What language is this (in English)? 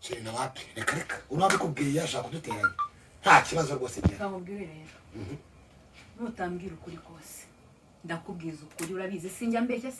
Kinyarwanda